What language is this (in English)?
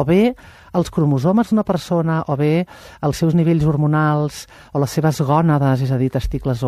Catalan